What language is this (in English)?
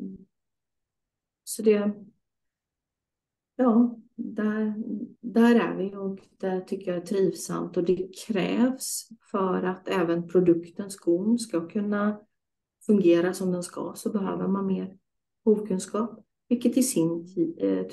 Swedish